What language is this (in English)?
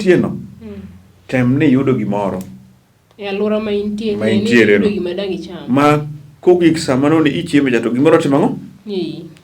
Luo (Kenya and Tanzania)